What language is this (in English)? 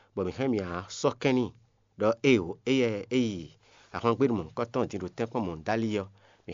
Fon